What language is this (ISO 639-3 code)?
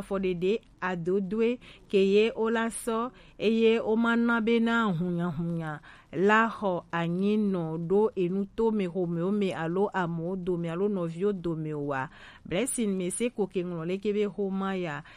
gej